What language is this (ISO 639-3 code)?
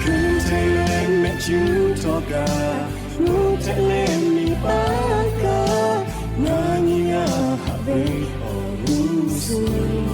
lhu